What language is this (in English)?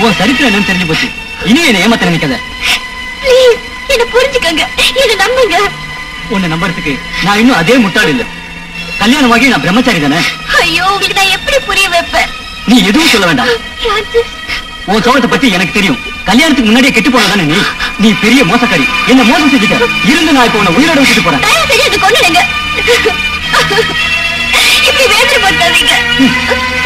Tamil